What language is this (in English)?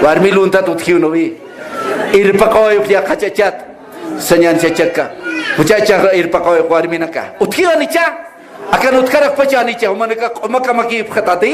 Aymara